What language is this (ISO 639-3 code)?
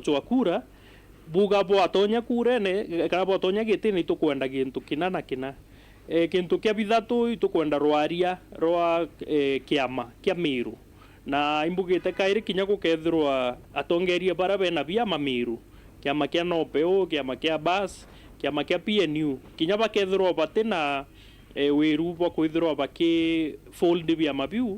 mer